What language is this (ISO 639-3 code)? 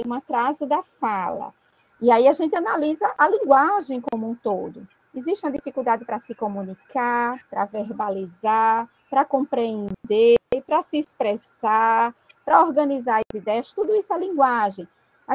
por